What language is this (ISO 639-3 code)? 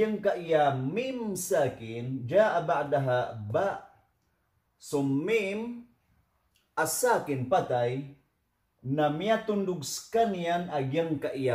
mrw